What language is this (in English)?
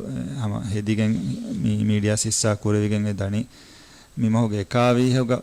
Divehi